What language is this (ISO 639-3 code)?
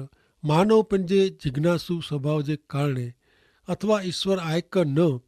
kfr